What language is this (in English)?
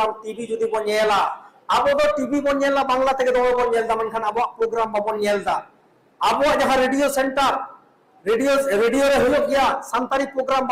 Santali